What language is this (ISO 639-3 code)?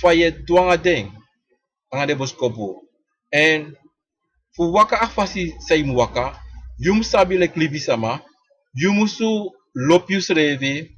srn